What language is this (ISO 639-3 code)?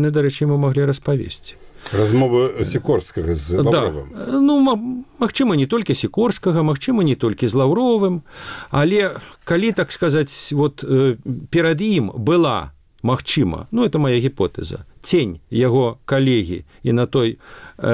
bel